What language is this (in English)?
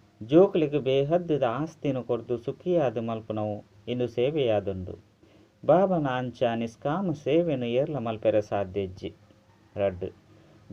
Tulu